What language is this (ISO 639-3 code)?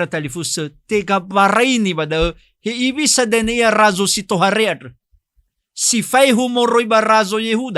nia